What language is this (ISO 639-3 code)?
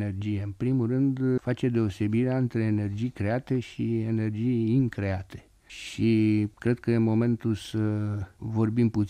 ron